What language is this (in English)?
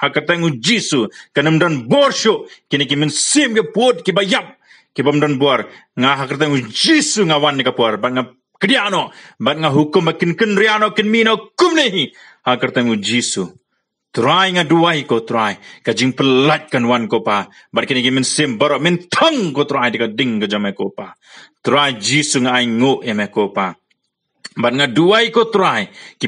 Khasi